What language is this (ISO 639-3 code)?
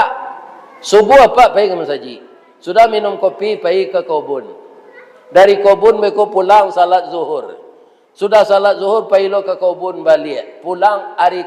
min